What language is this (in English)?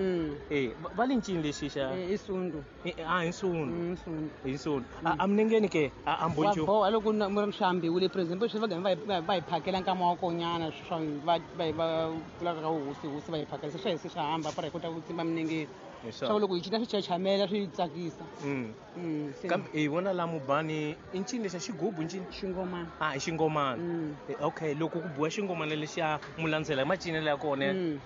Tsonga